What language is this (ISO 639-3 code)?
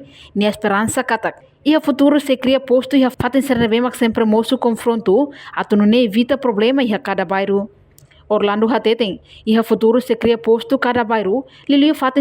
tet